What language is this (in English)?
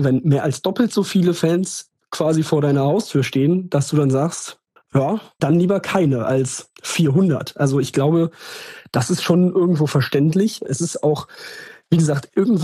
German